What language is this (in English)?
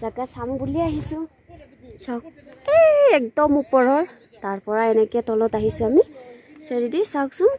Assamese